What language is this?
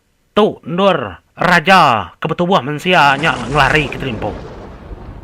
Iban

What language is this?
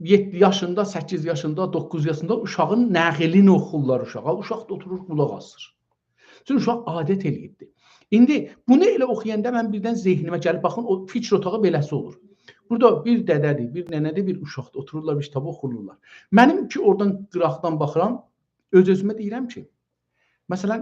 South Azerbaijani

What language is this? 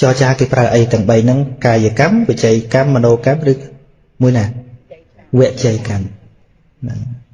Khmer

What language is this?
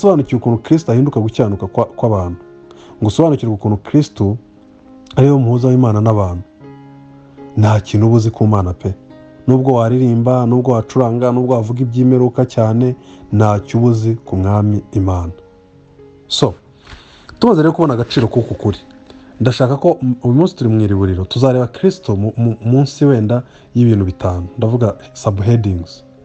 Kinyarwanda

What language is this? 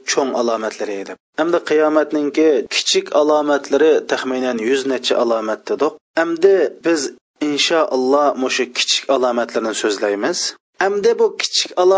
Uyghur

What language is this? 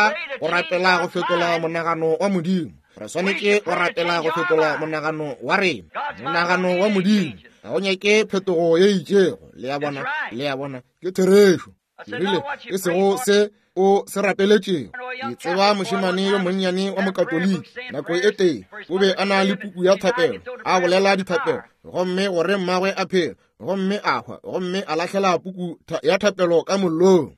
Northern Sotho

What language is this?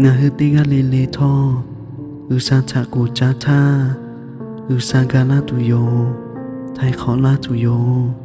Lahu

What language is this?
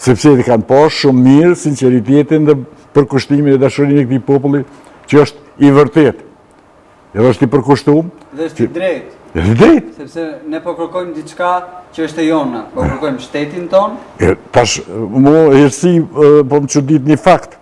Albanian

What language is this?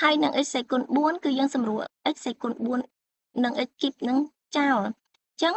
Khmer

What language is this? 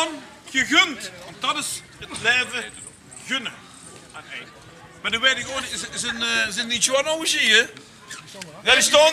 Limburgish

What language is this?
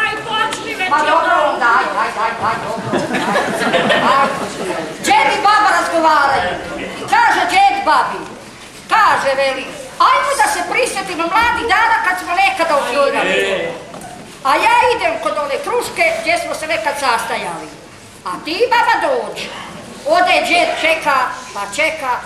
Croatian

